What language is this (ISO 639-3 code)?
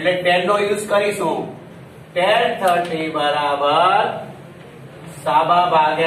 guj